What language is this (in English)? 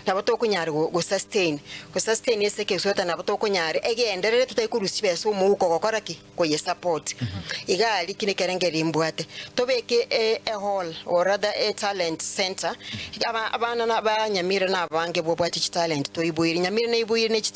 Gusii